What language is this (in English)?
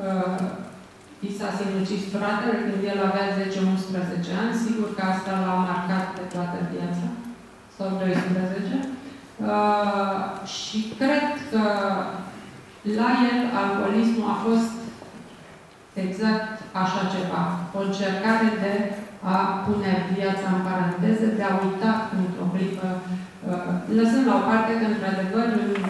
Romanian